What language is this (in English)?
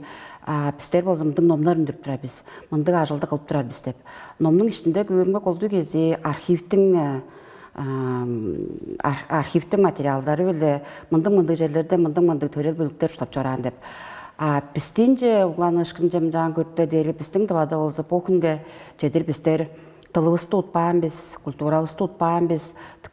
Tuvinian